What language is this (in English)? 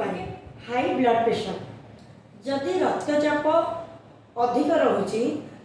Odia